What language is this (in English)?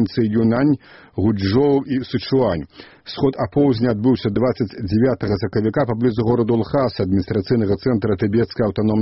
Belarusian